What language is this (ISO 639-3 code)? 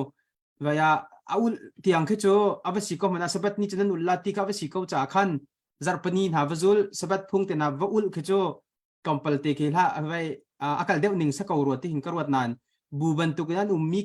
cnh